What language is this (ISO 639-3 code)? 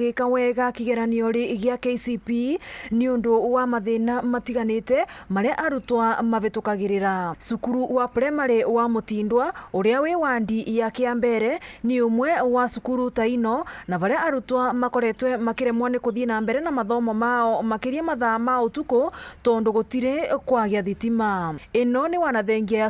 mer